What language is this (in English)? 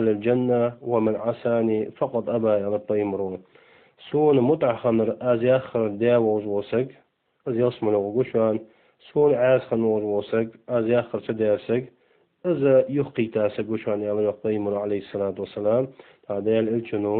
Ingush